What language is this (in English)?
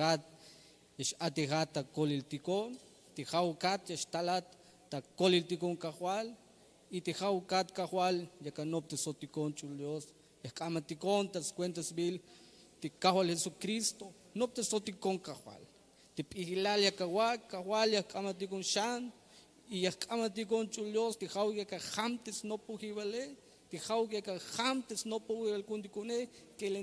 Tzeltal